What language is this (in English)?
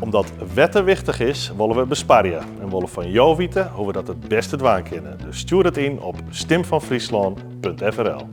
Western Frisian